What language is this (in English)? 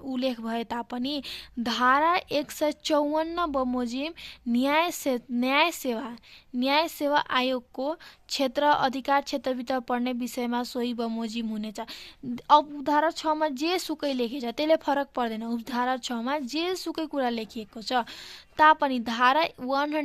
Nepali